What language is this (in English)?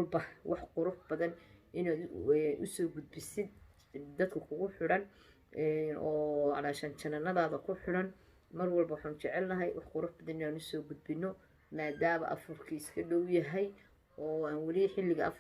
Somali